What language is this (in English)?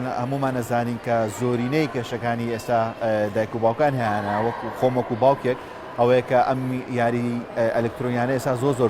Central Kurdish